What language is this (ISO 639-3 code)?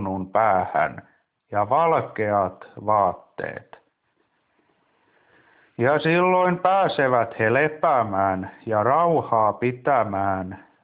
fin